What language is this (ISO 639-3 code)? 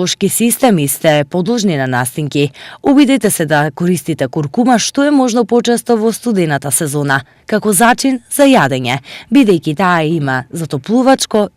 mkd